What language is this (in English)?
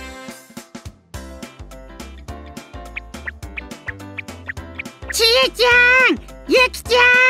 Japanese